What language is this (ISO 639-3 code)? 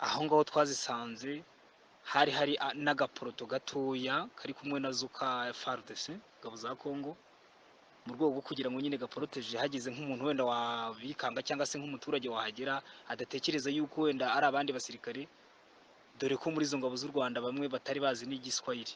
kin